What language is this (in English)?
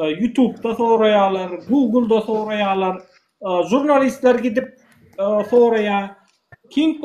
Turkmen